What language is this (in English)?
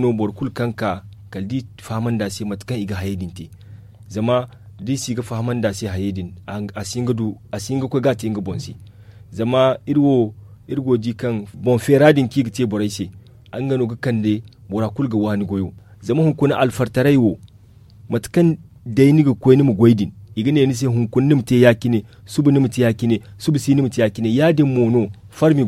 Zarma